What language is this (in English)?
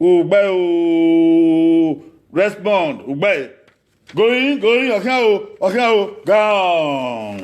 Bini